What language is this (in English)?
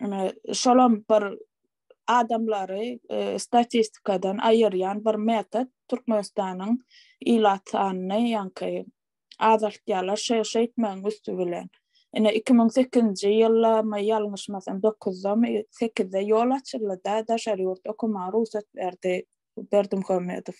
Turkmen